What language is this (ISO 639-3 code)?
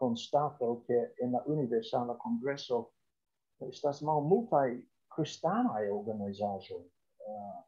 epo